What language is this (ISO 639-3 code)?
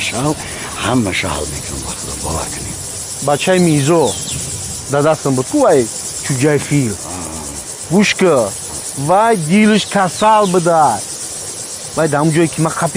tgk